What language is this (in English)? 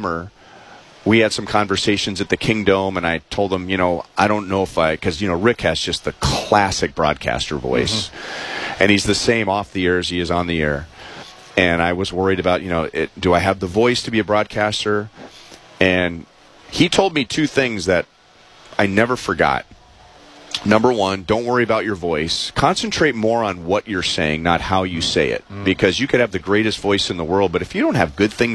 English